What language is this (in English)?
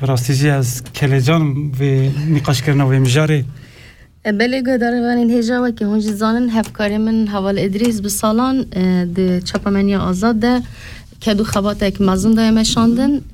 Kurdish